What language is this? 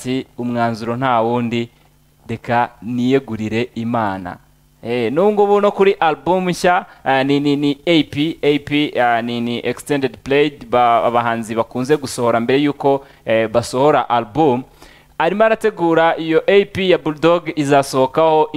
Kinyarwanda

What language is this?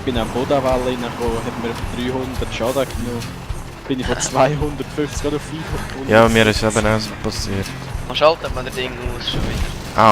Swiss German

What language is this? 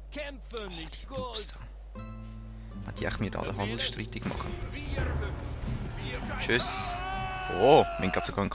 Swiss German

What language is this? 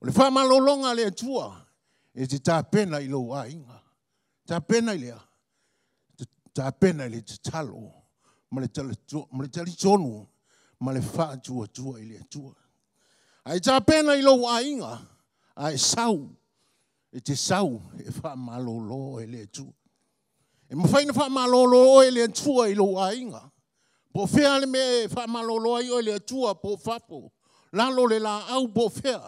Samoan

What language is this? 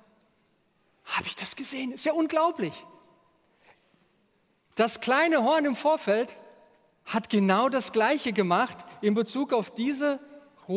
German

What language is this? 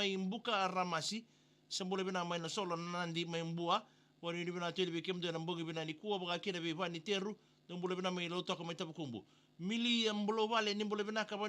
Fijian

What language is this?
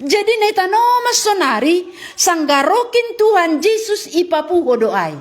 Batak Simalungun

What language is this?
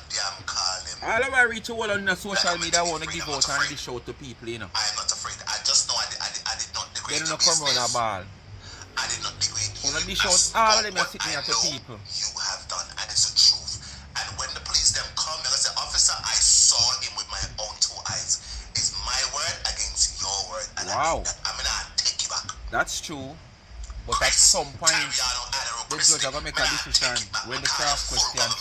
Jamaican Creole English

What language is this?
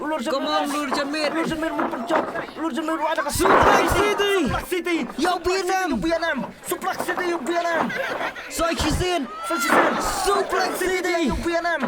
Khasi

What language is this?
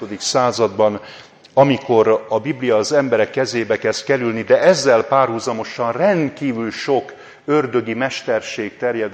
Hungarian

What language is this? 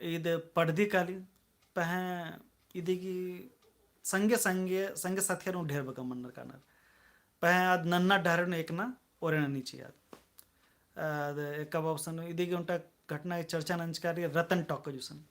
Kurukh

